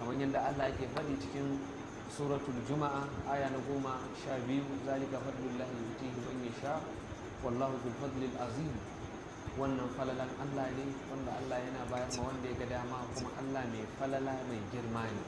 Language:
Hausa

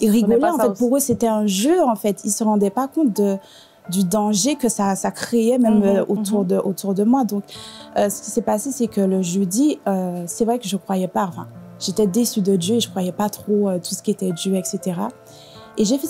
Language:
French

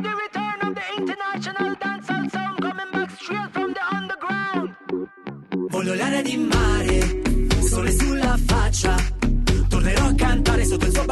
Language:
Italian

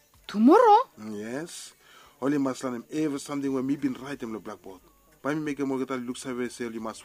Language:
Bislama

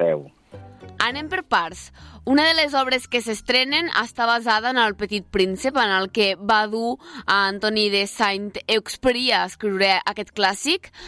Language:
Catalan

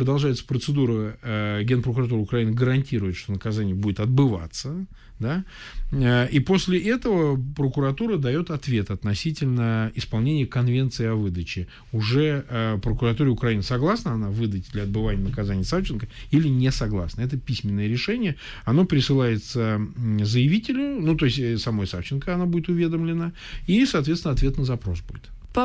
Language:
Russian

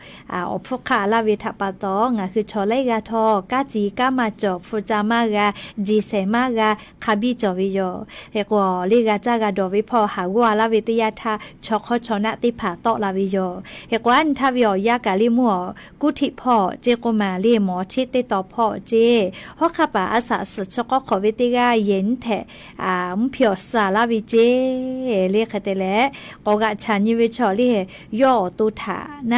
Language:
Lahu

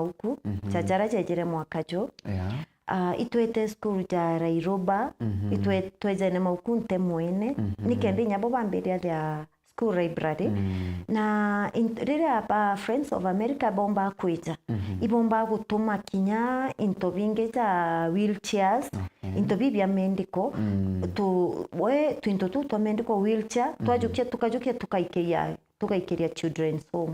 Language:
Meru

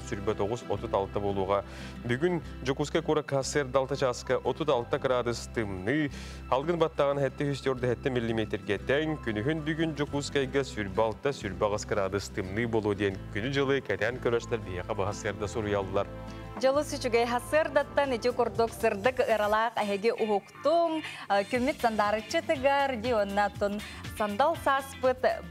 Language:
Yakut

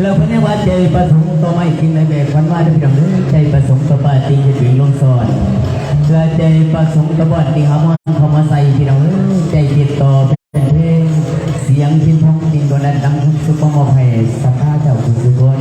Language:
Lao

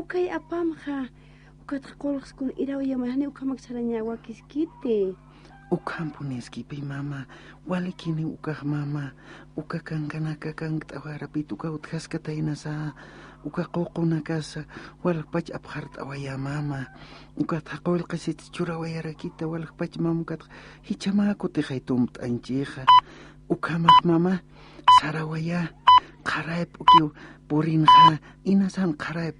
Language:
Aymara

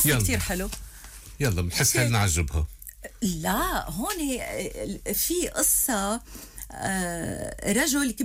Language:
North Levantine Arabic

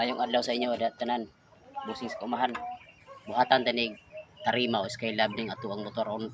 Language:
Cebuano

